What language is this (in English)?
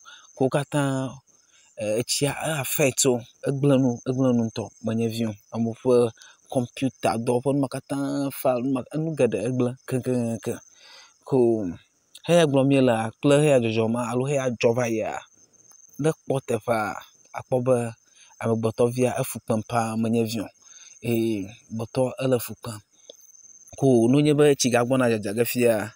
Ewe